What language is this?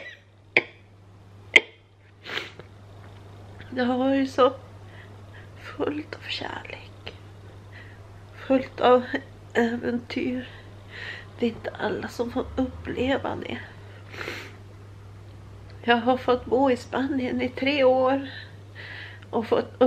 Swedish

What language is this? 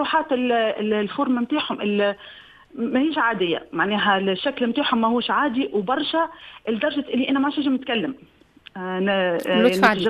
Tunisian Arabic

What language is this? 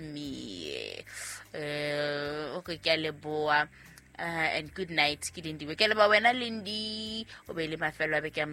Southern Sotho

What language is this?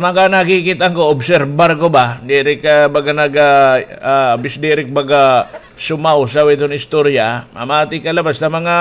Waray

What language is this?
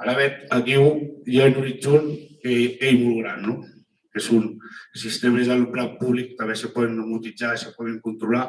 Occitan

